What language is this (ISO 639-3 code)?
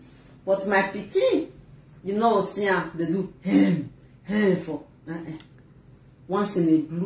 pcm